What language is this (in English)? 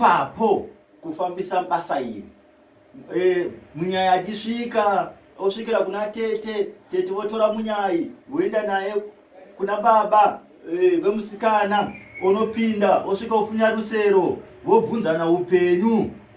Shona